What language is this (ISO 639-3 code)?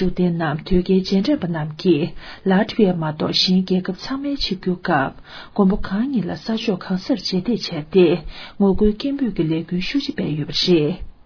bod